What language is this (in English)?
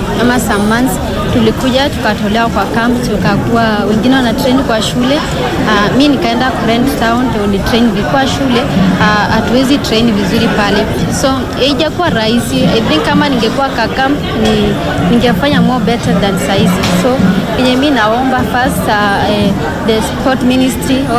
Swahili